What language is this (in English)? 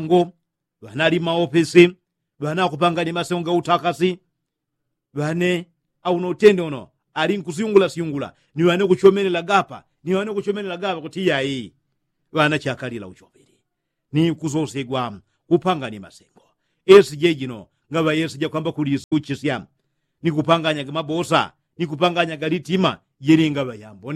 Yao